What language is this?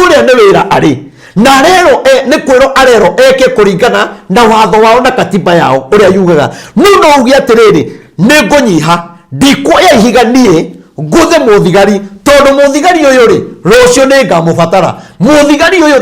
Kikuyu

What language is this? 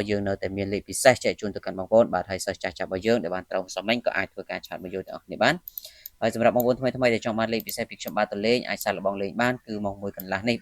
Khmer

